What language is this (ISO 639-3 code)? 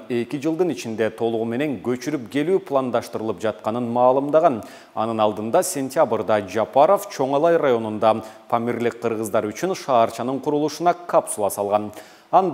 kir